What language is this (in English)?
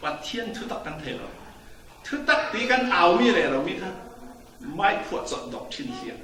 Falam Chin